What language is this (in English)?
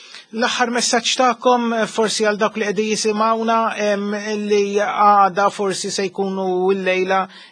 Maltese